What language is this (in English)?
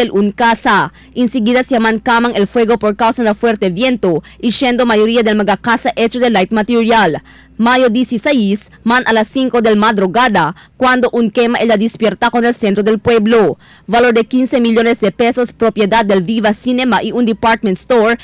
Chavacano